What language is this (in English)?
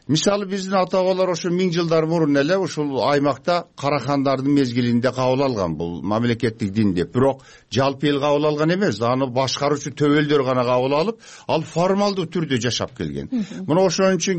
Kyrgyz